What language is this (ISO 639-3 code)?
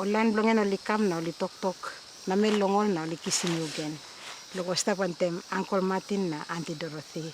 tpi